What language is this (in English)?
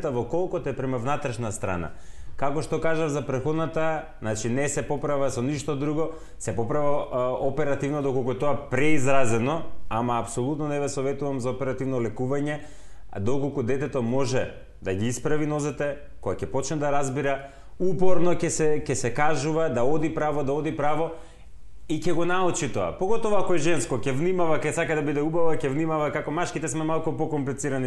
Macedonian